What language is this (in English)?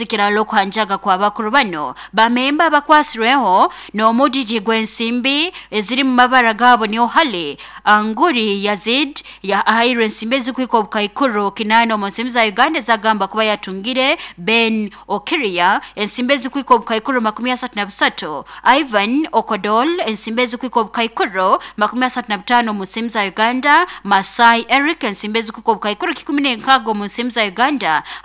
Nyoro